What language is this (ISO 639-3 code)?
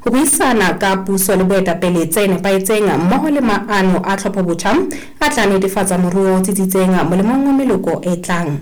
sot